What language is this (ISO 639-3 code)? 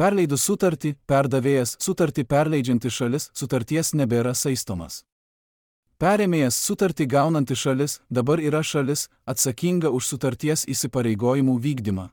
lit